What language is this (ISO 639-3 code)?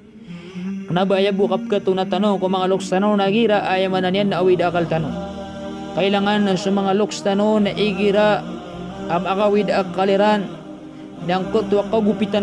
mrw